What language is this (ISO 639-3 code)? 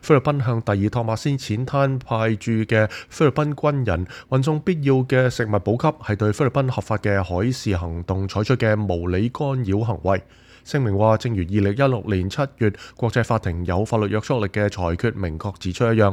yue